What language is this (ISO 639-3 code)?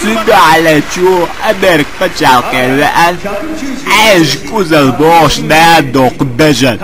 che